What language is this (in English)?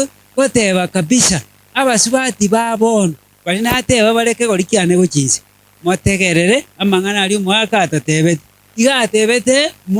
Gusii